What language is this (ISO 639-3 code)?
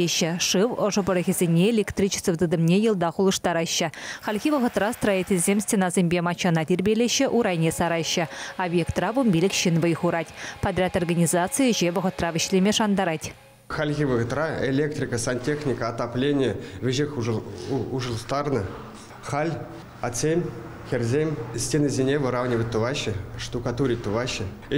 chv